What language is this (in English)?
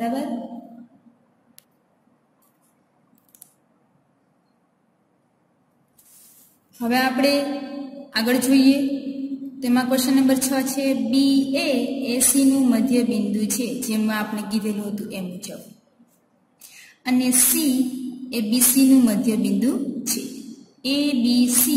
Gujarati